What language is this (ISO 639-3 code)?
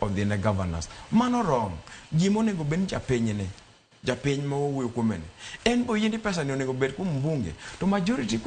luo